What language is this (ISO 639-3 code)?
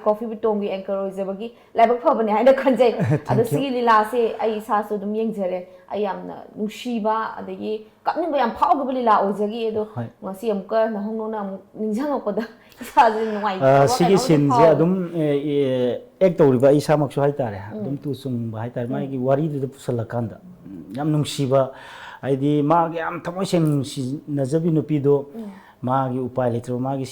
mni